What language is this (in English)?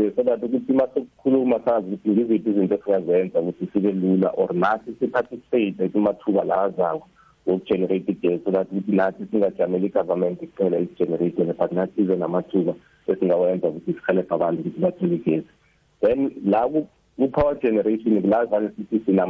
South Ndebele